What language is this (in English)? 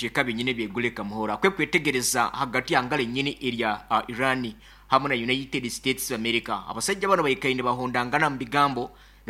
Nyankole